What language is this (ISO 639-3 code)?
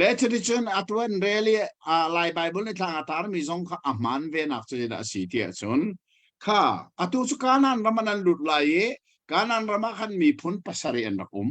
cnh